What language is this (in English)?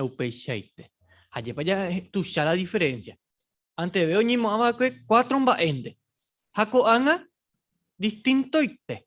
Guarani